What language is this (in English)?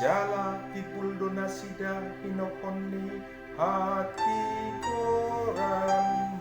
Batak Toba